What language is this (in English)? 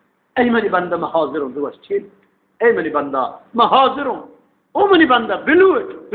Eastern Balochi